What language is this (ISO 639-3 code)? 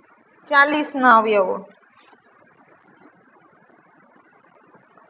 guj